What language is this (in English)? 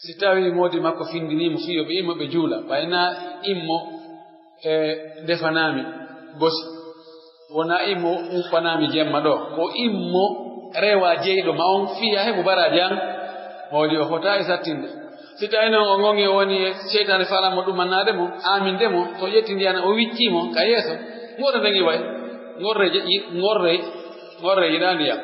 Pular